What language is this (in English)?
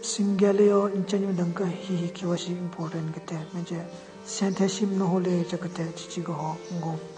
Southern Rengma Naga